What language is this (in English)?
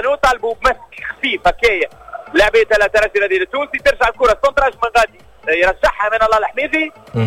Tunisian Arabic